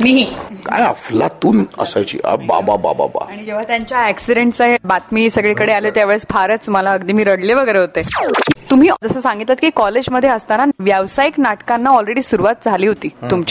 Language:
Marathi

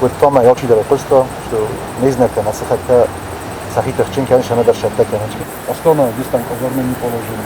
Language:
Ossetic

